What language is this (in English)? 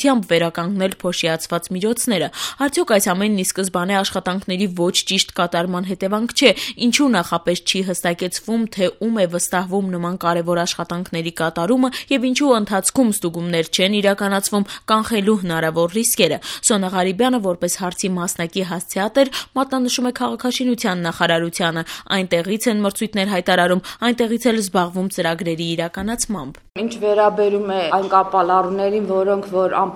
Armenian